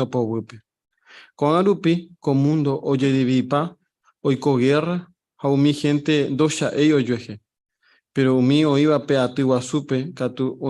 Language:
Guarani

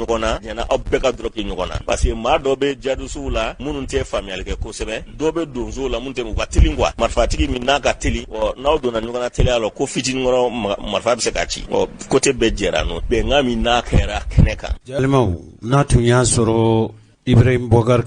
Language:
Bambara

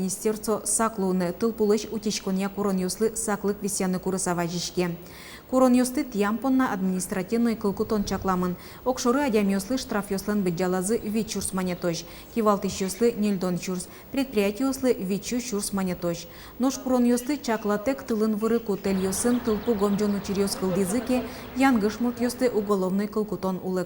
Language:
Udmurt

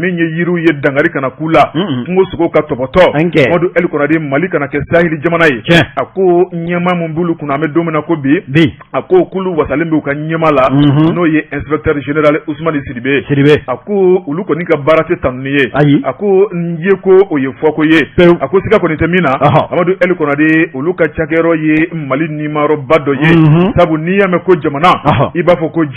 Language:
Bambara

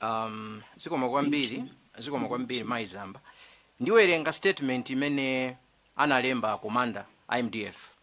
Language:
Nyanja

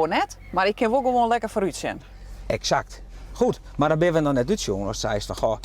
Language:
Western Frisian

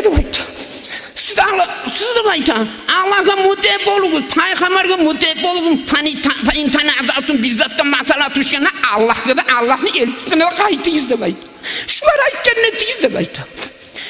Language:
Kumyk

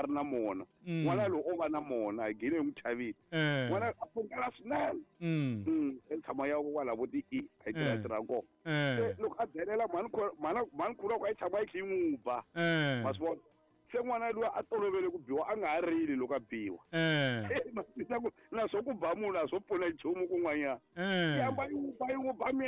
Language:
Tsonga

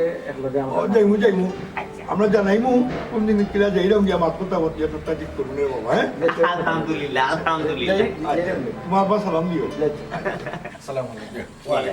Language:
Sylheti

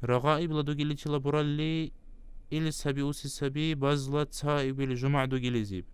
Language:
Dargwa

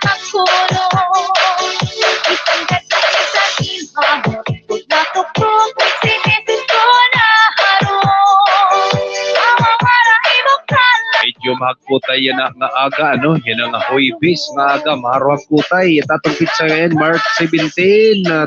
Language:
Waray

